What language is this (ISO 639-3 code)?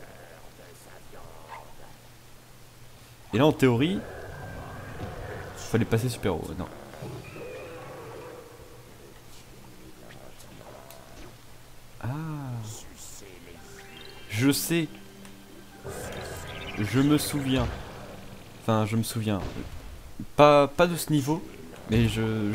fra